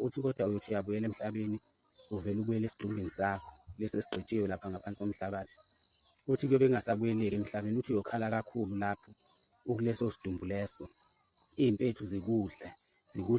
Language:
Zulu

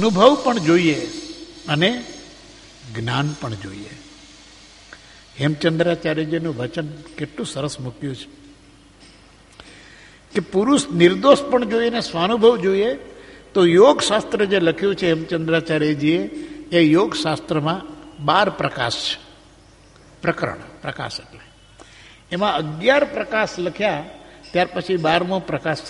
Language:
Gujarati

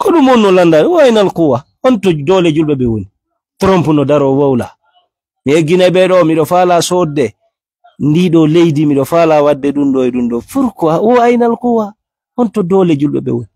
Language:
Fula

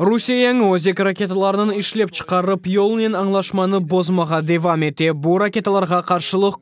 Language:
Crimean Tatar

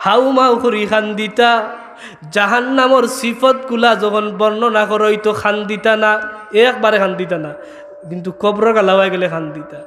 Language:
Sylheti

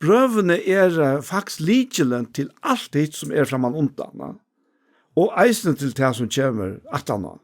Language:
Faroese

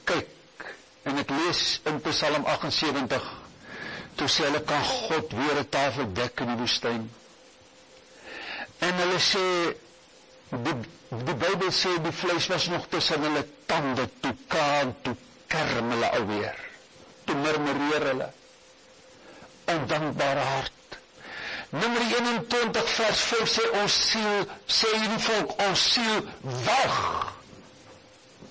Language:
Afrikaans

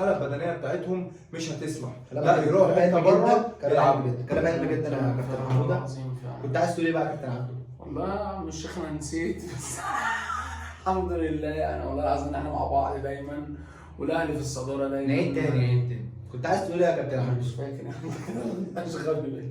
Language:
Egyptian Arabic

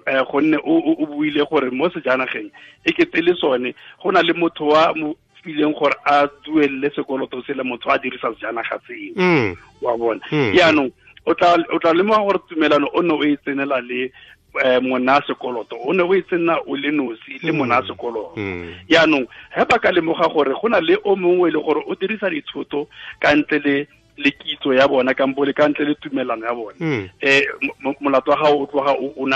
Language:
Tswana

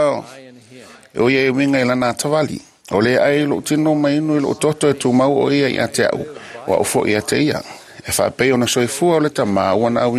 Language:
Samoan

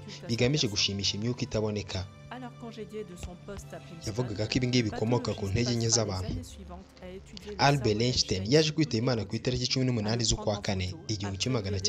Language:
Kinyarwanda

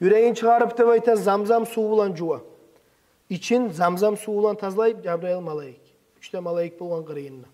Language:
Kumyk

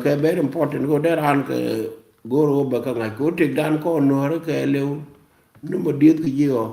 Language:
Nuer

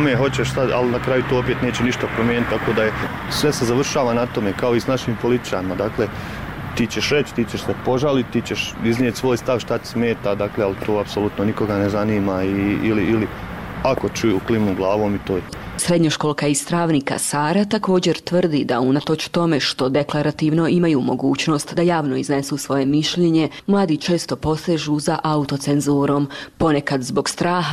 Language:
Bosnian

